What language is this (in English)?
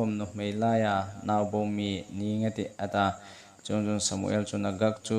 Hmar